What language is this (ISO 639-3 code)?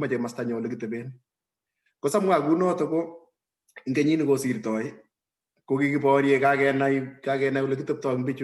kln